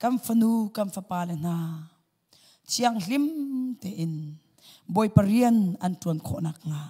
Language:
Hakha Chin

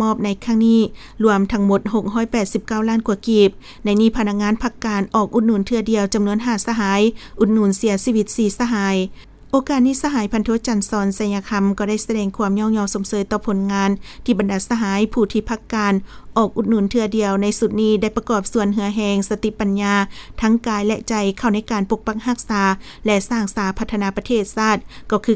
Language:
Lao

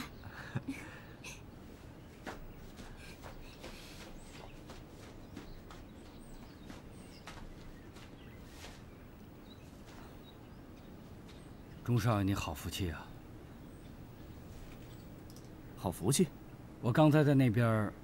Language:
Chinese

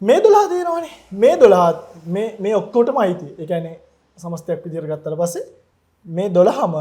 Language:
Sinhala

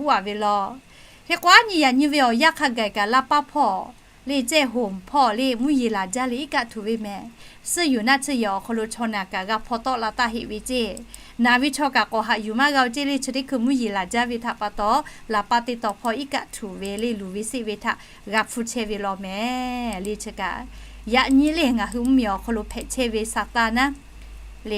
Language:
Lahu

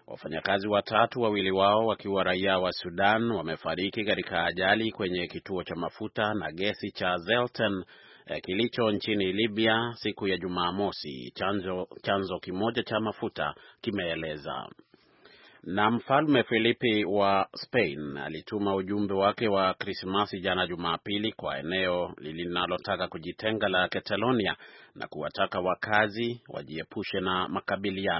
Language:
Swahili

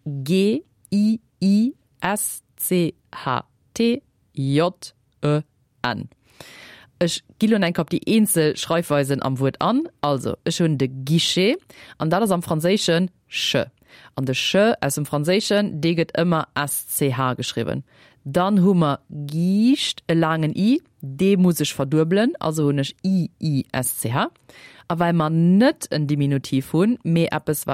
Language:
Luxembourgish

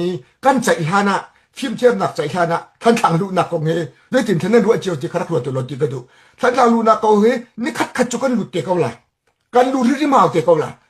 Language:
Hakha Chin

